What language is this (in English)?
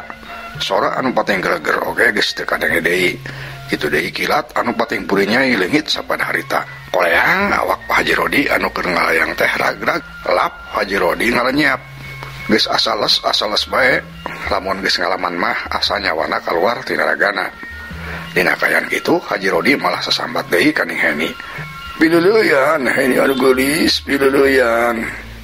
Sundanese